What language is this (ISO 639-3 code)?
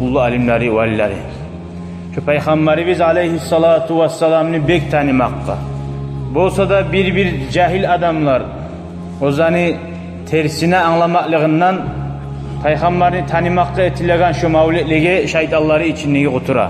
kum